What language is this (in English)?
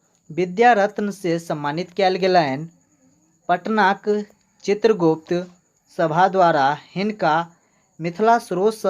Maithili